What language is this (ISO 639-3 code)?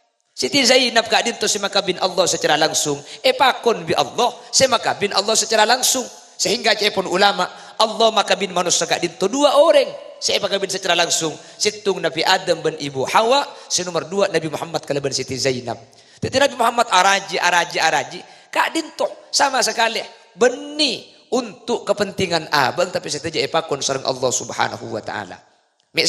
mad